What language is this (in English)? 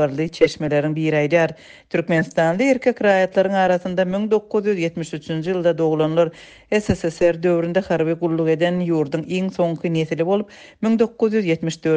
Turkmen